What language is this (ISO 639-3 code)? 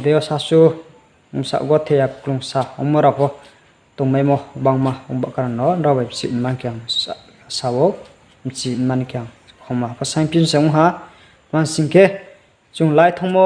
ria